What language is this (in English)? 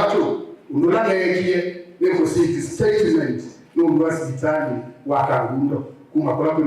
Kamba